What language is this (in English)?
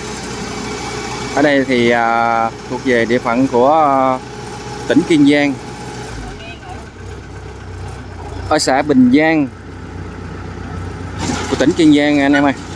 Vietnamese